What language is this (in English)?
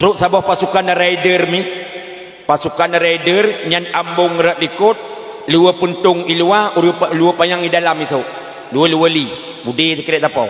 Achinese